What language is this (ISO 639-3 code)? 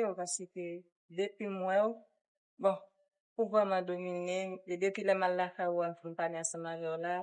hat